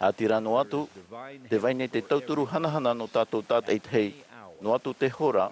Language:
Tahitian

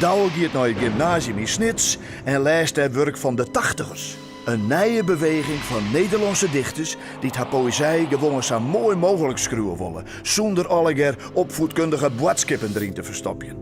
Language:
Western Frisian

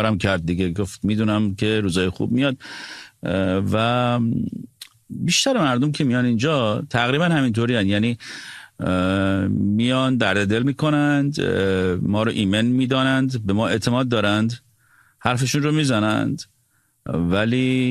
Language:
Persian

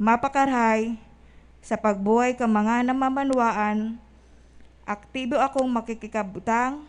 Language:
Bikol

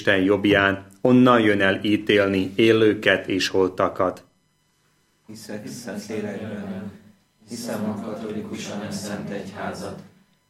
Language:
Hungarian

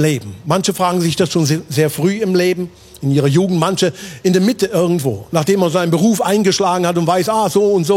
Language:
Swiss German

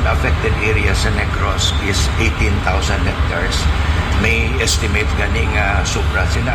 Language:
Hiligaynon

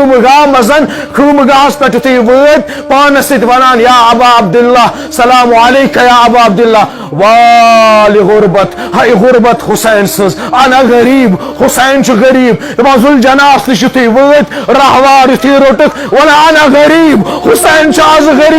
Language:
Kashmiri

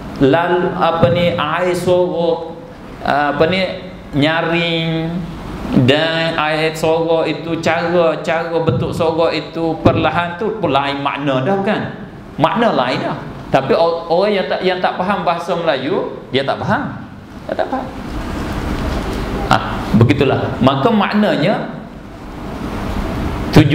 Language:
Malay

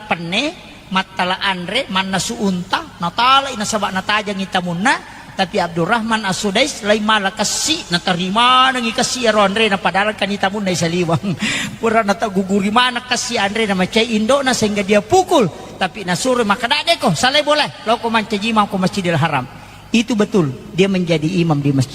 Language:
Buginese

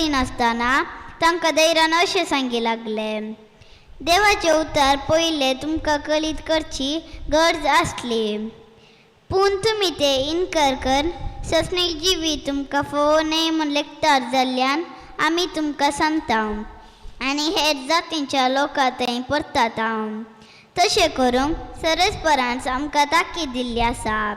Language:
Konkani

